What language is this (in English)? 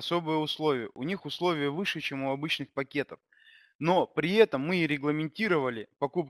Russian